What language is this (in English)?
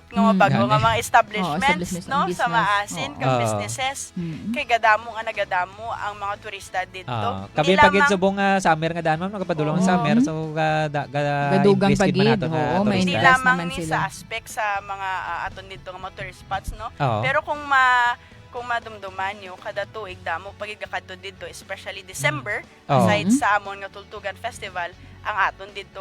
Hiligaynon